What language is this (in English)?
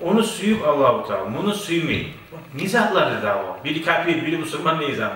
Kumyk